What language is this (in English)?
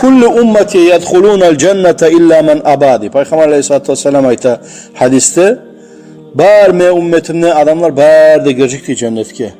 Kumyk